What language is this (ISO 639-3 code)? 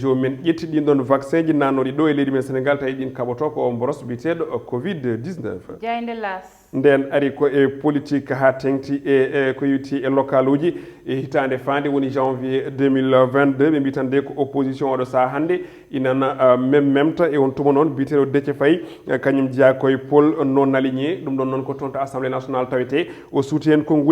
ful